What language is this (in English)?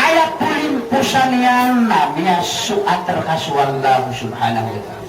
Maranao